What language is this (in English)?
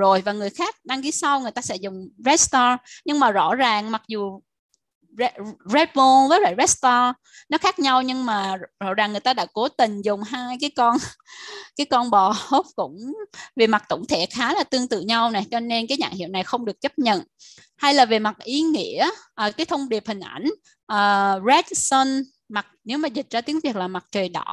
Vietnamese